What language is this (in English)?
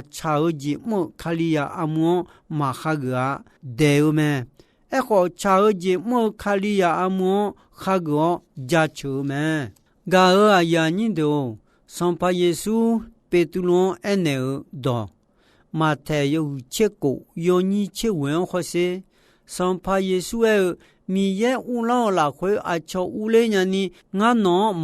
Akha